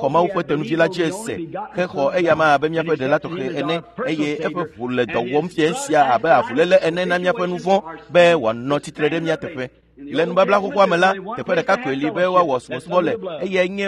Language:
Ewe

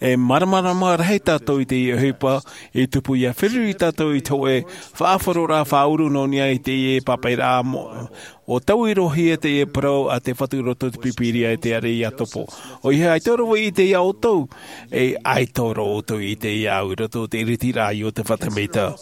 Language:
Tahitian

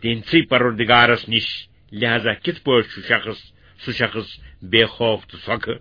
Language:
Kashmiri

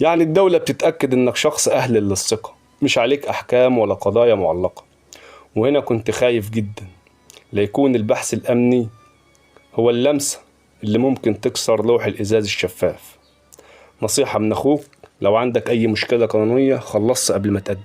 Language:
Egyptian Arabic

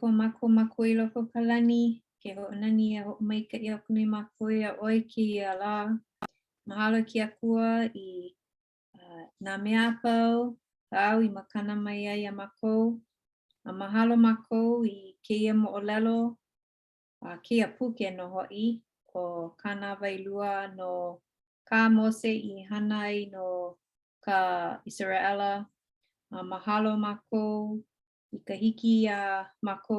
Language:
Hawaiian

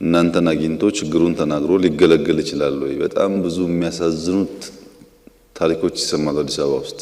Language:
Amharic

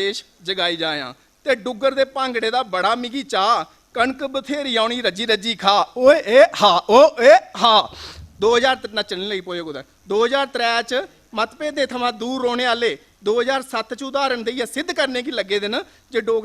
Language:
Dogri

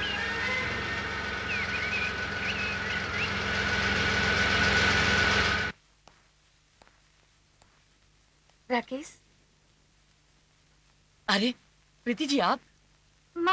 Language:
Chhattisgarhi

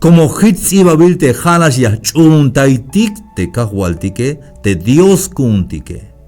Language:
Tzeltal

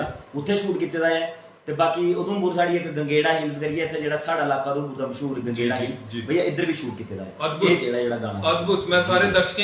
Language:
Dogri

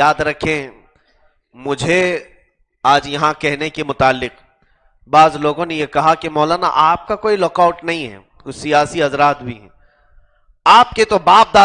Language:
Urdu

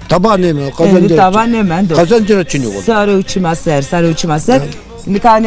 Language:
Zaza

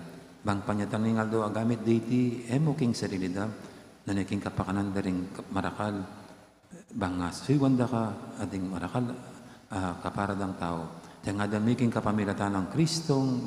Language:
Pampanga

